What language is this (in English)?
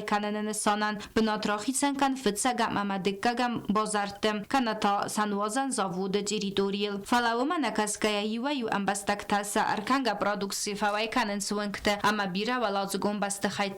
Ossetic